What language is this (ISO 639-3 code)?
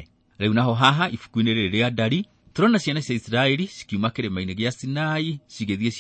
kik